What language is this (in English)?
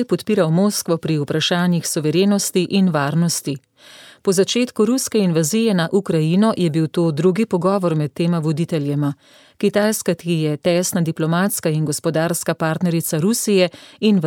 Slovenian